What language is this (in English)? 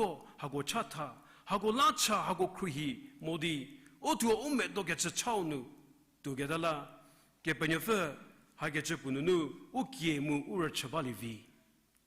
Angami Naga